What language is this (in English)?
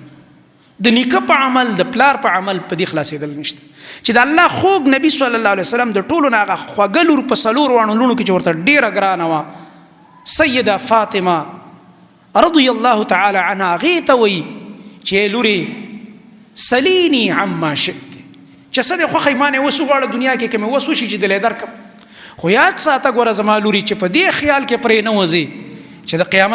Pashto